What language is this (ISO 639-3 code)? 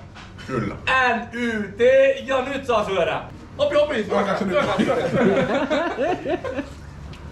fin